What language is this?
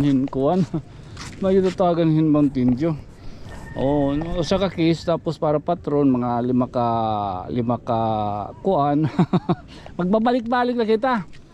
Waray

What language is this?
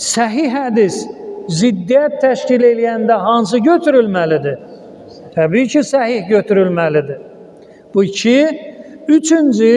Azerbaijani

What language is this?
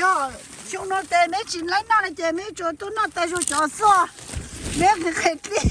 Hmong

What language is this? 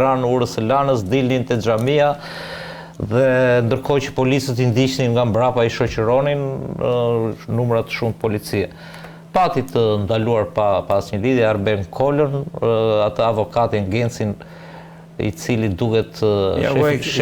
Albanian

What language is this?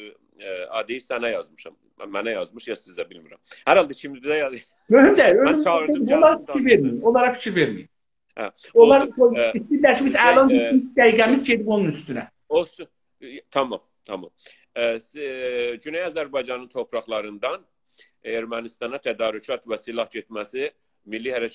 South Azerbaijani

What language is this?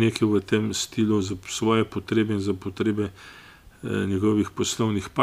Slovenian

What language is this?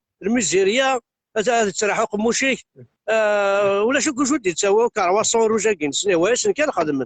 Kabyle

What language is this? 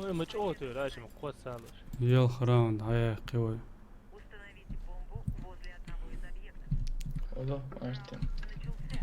Chechen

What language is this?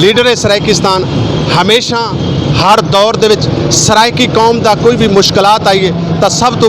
Saraiki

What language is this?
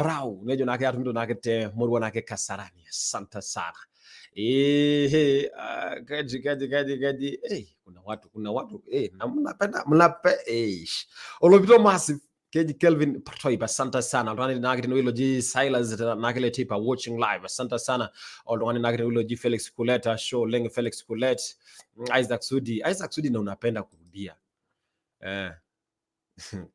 Masai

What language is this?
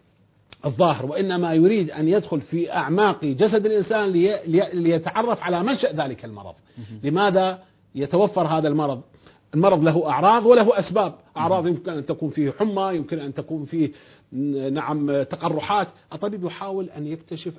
Arabic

